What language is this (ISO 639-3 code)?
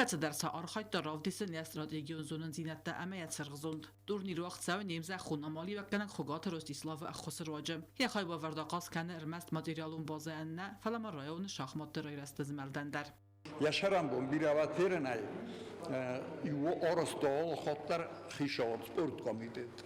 oss